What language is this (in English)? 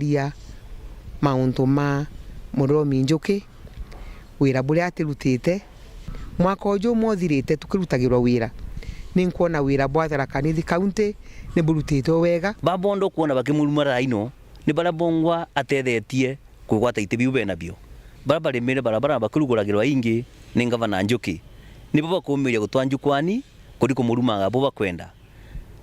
Meru